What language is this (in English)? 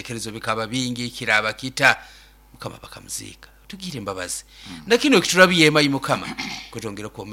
Nyoro